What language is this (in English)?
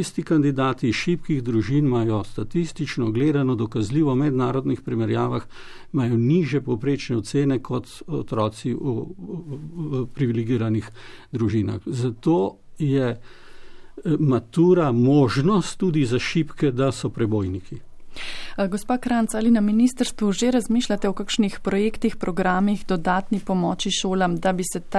Slovenian